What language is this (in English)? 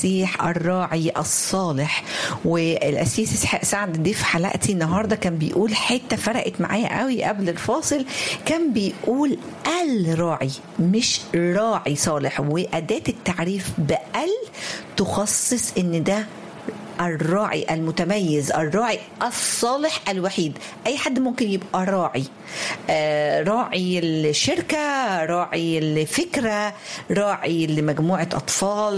Egyptian Arabic